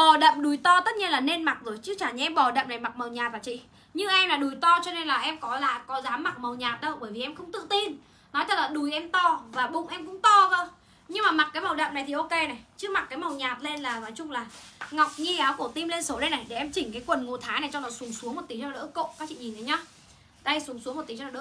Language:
Vietnamese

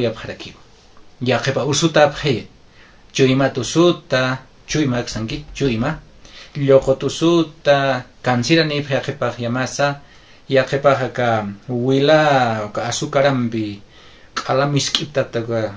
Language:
Aymara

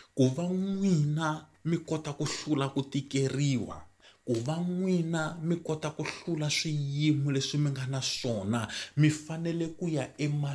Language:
Tsonga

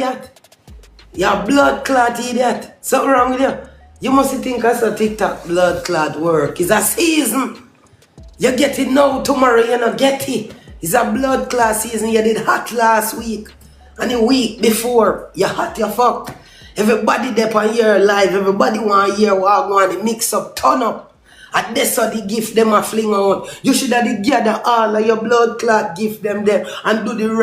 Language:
Jamaican Creole English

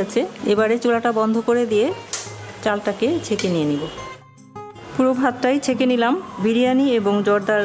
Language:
Bangla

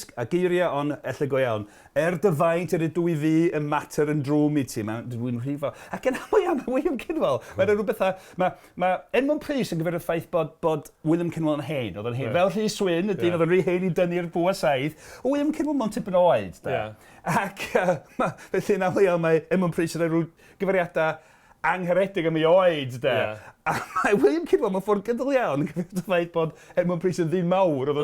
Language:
Welsh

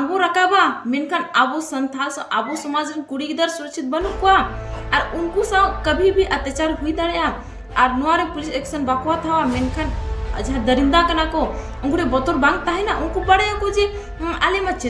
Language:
Santali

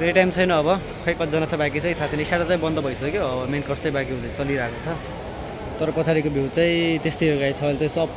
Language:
Nepali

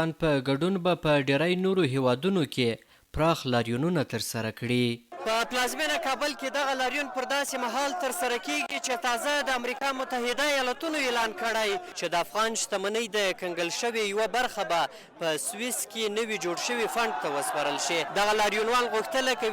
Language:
Pashto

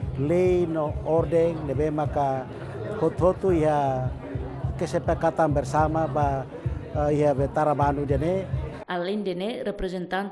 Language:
Tetum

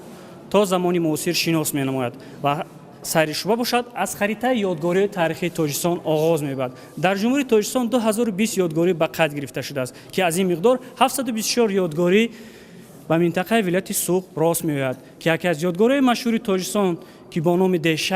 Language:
Tajik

